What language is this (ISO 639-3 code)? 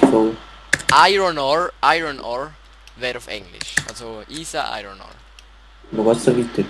gsw